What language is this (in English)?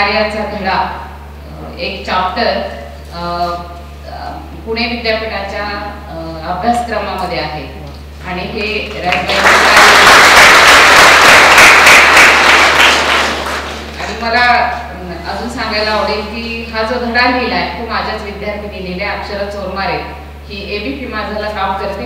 Marathi